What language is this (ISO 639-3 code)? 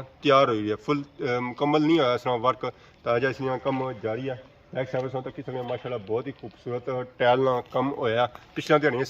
phr